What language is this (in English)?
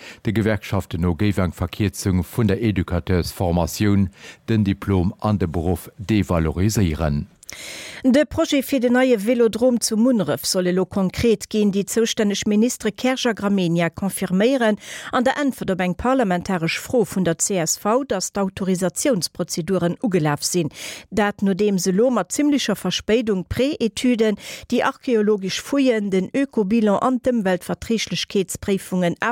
Luxembourgish